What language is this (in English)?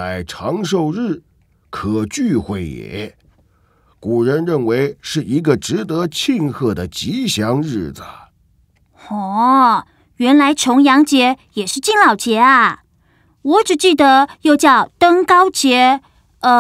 Chinese